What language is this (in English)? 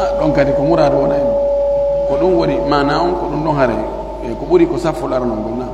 Pular